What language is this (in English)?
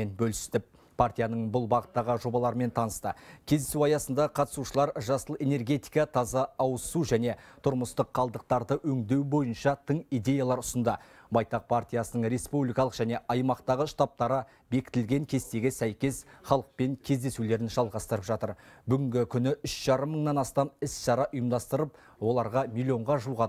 Kazakh